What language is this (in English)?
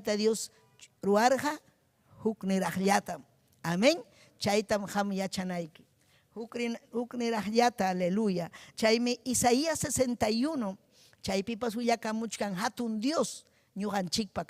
Ayacucho Quechua